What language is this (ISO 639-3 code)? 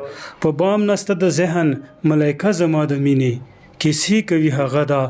pus